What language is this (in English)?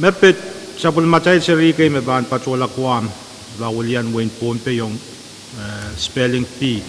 Pohnpeian